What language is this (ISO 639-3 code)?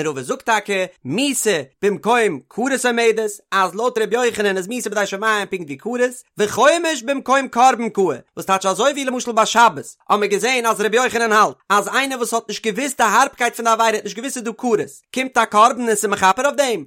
yid